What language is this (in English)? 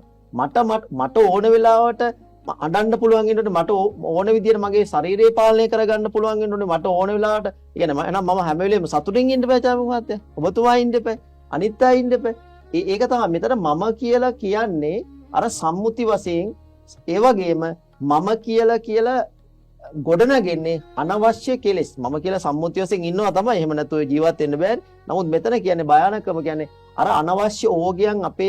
Sinhala